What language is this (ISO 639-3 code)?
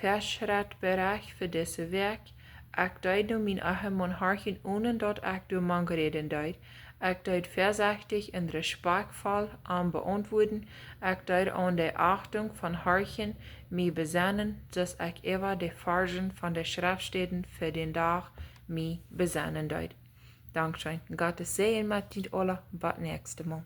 pdt